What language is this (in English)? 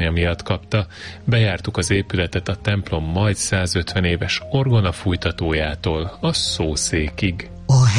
Hungarian